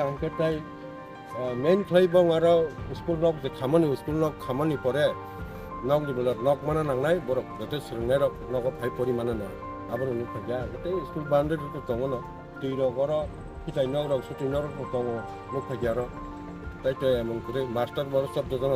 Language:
Kok Borok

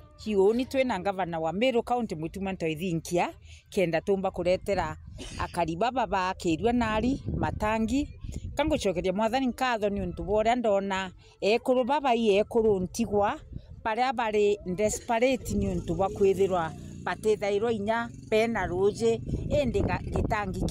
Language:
Meru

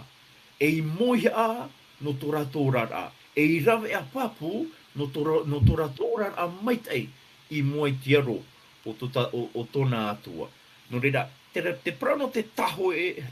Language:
Tahitian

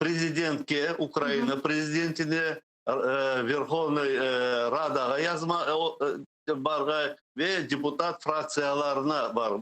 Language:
Crimean Tatar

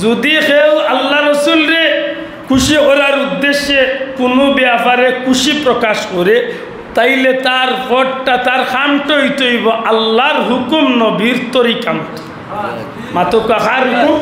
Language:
Sylheti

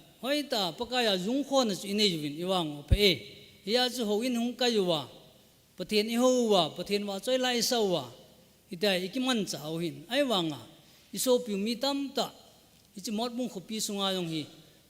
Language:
Thado Chin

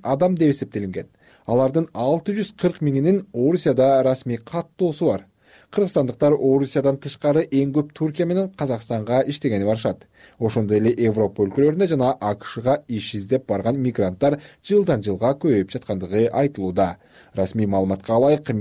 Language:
Kyrgyz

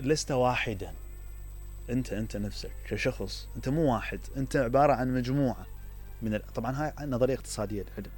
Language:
Mesopotamian Arabic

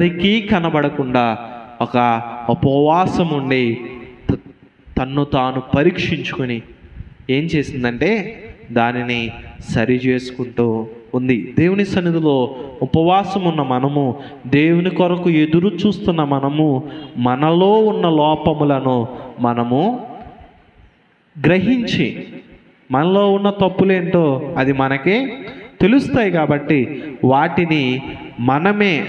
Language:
Telugu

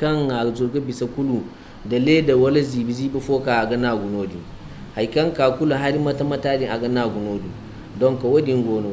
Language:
Zarma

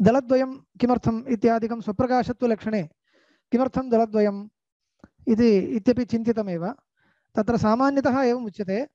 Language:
Sanskrit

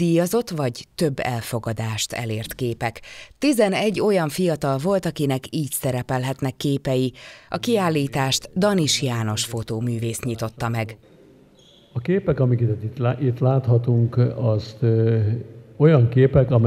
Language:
Hungarian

